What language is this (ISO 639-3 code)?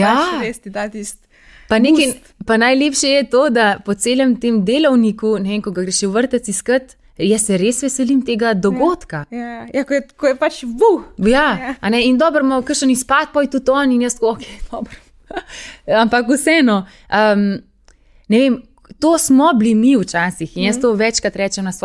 slv